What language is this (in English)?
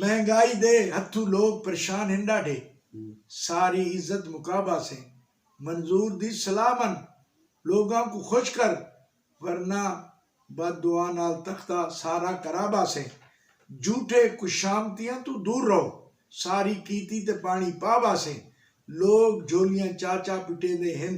Saraiki